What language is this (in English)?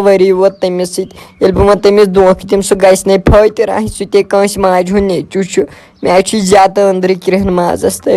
Kashmiri